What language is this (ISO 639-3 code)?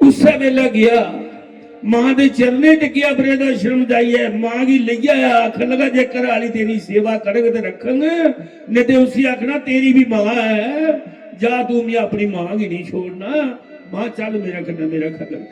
doi